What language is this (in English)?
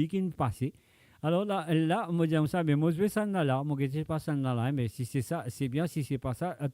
Morisyen